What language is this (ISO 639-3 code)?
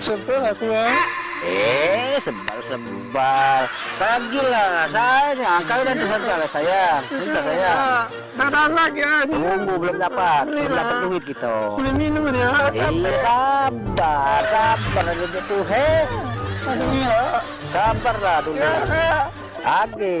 mui